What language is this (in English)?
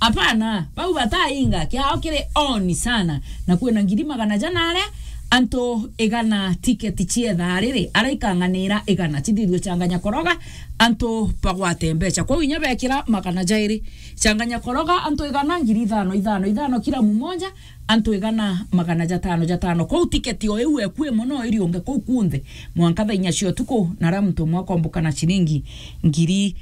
Meru